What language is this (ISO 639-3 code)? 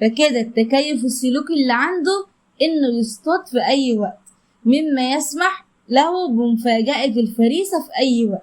arz